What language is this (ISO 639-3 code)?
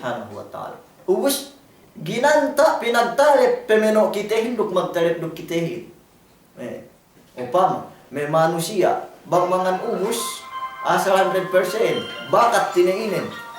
yka